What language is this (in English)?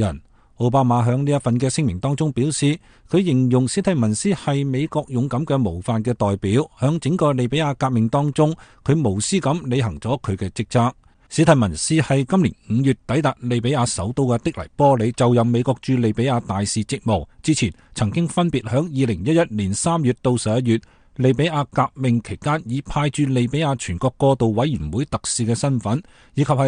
Cantonese